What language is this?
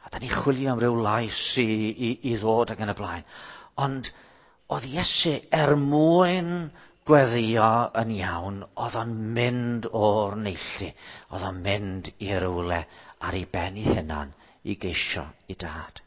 Welsh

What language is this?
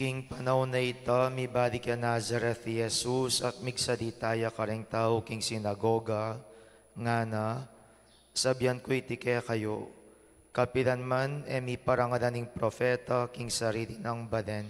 Pampanga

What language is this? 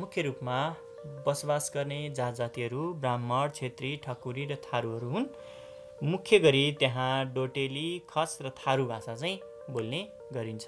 Nepali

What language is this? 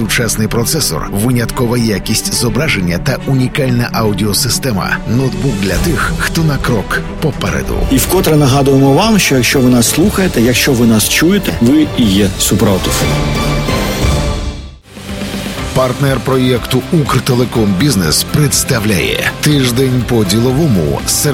Ukrainian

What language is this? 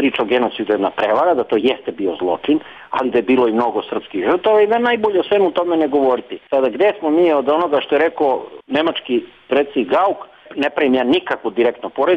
Bosnian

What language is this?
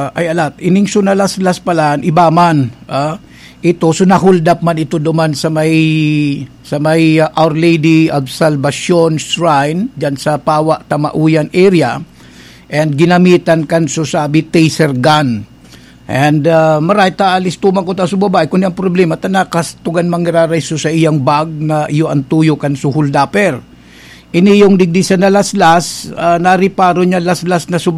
Bikol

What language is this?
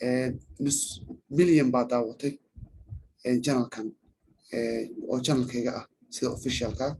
Somali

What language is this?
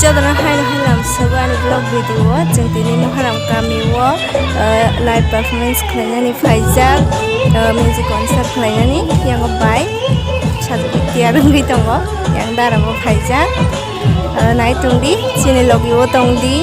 Kok Borok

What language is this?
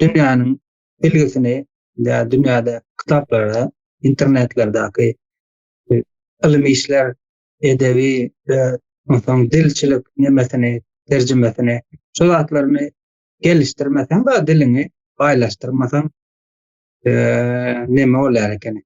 Turkmen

